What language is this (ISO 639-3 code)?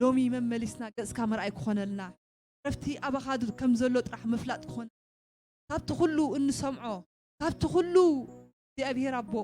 tir